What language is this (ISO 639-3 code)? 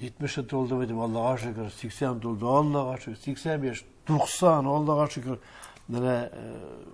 tat